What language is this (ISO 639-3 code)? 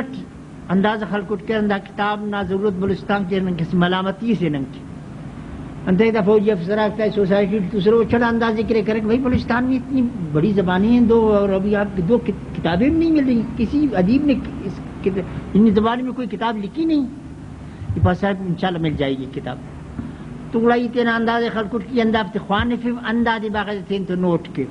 brh